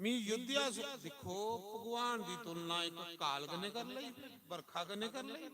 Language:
Dogri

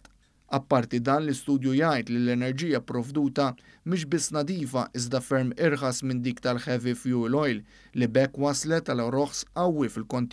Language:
Maltese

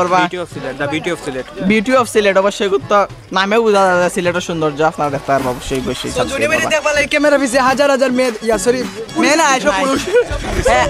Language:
Sylheti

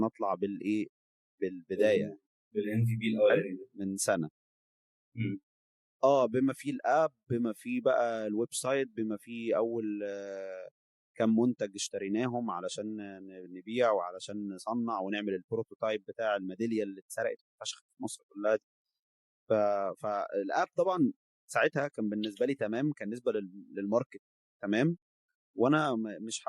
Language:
Egyptian Arabic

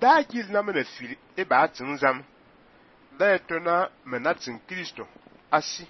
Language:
Fang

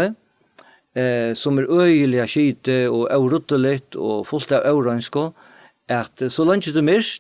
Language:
Faroese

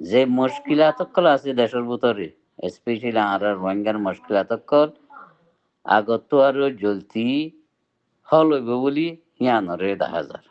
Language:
Rohingya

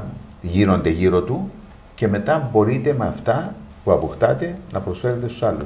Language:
Greek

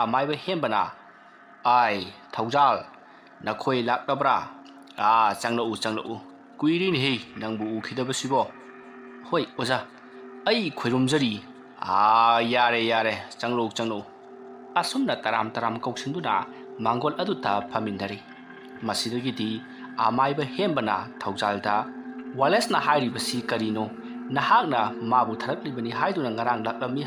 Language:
Manipuri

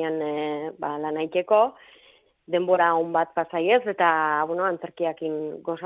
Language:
Basque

